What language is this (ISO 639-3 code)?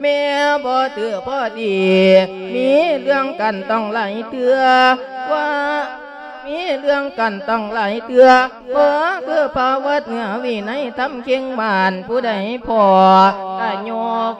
lao